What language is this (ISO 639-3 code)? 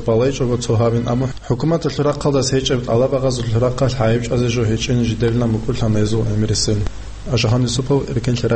ava